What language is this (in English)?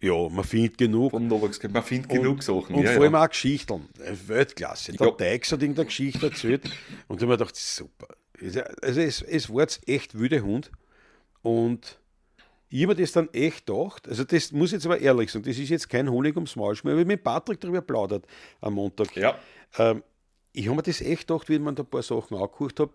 Bavarian